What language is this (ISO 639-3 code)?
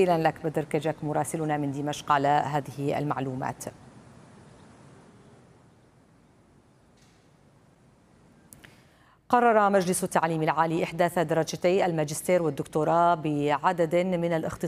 ara